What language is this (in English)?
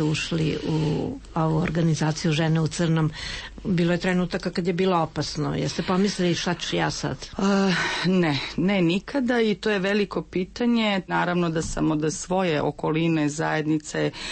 Serbian